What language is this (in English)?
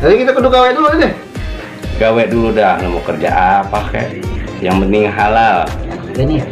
Betawi